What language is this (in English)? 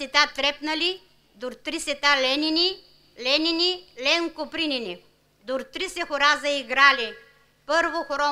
Bulgarian